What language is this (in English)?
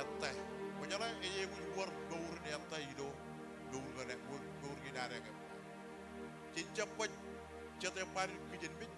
Marshallese